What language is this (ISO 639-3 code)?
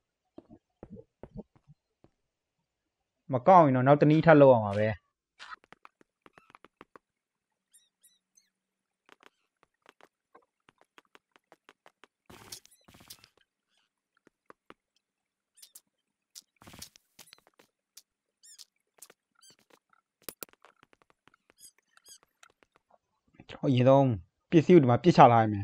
mya